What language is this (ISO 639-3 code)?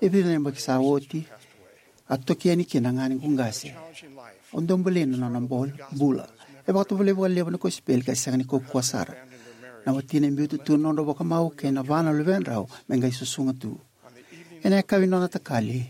fij